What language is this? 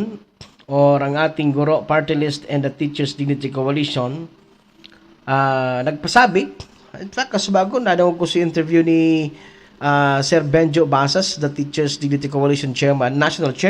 Bikol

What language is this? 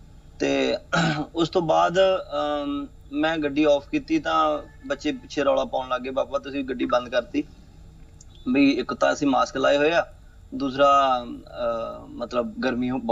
Punjabi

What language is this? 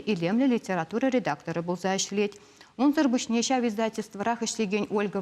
Chuvash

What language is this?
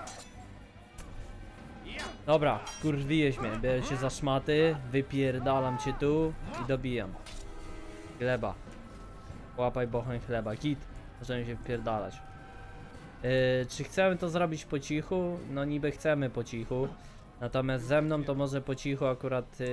Polish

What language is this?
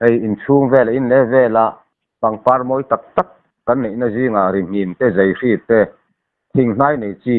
Mizo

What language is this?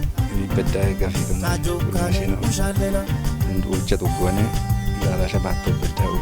Kafa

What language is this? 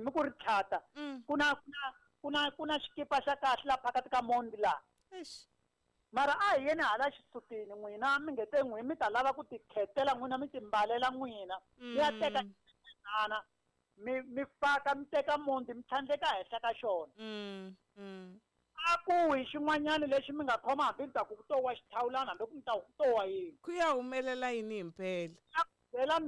Tsonga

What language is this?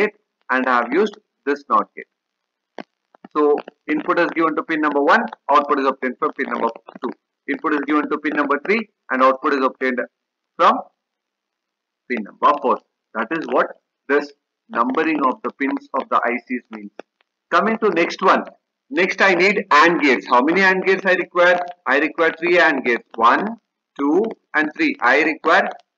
English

